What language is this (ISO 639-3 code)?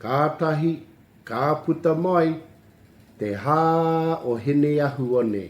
mri